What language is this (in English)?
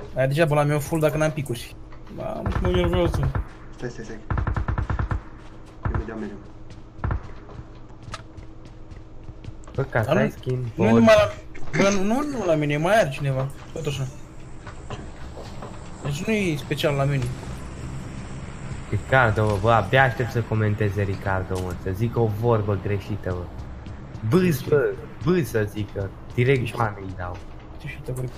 Romanian